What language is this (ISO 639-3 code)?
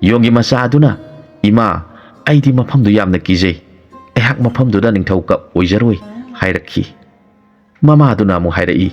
mni